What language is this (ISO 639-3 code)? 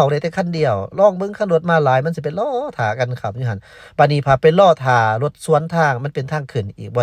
lao